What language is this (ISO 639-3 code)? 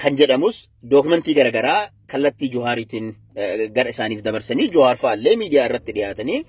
orm